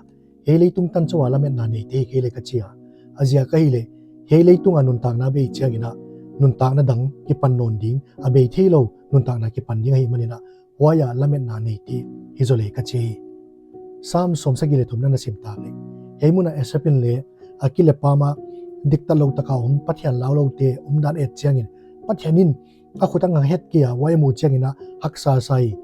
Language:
Paite Chin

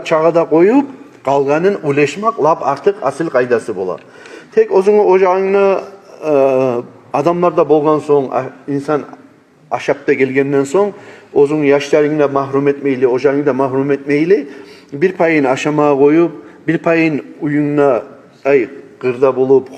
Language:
Kumyk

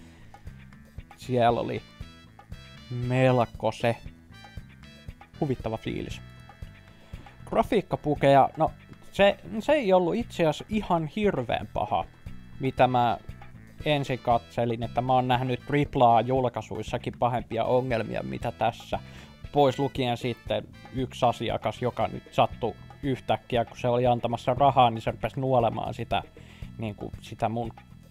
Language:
Finnish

